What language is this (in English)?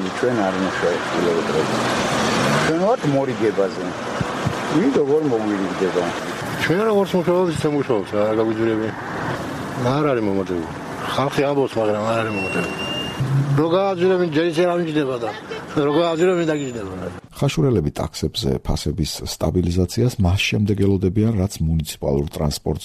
Georgian